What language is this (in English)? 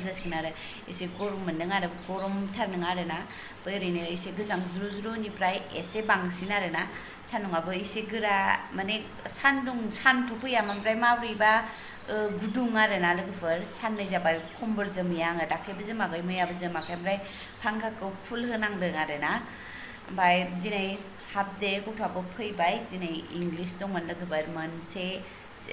Bodo